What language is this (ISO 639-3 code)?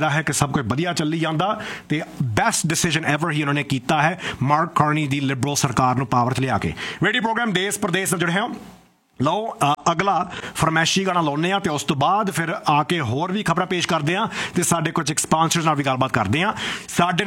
pan